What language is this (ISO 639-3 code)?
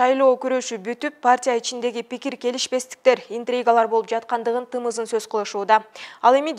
kir